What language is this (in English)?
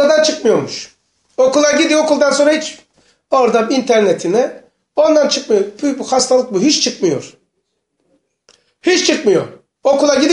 Turkish